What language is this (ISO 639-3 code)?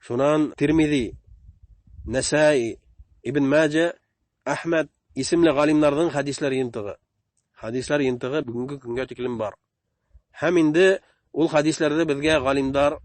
bak